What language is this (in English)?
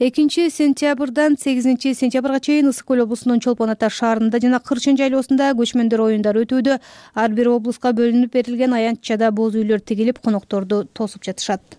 Kyrgyz